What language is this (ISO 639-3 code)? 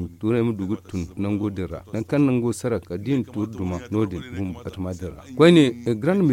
dje